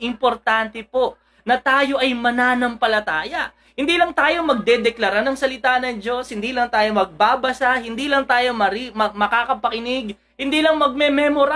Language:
Filipino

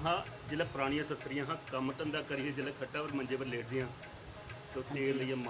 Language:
Dogri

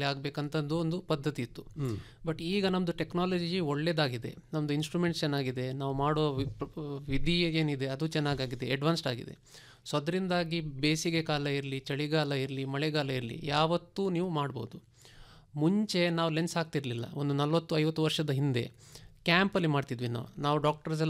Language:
Kannada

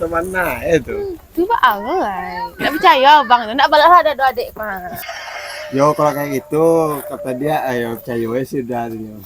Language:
Minangkabau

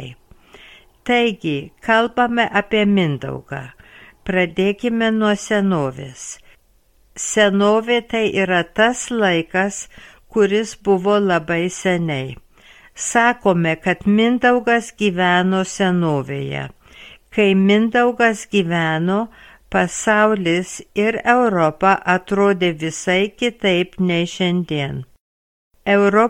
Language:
Lithuanian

